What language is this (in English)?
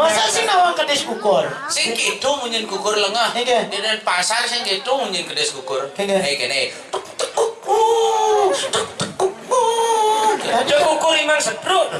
Balinese